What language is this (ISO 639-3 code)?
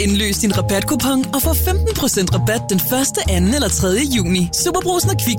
dan